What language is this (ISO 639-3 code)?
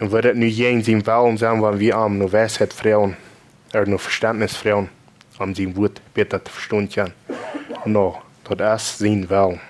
pdt